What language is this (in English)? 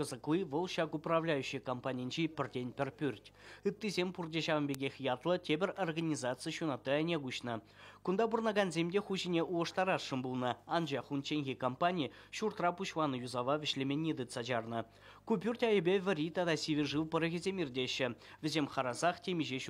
Chuvash